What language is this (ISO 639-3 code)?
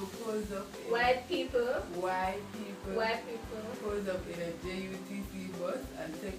jam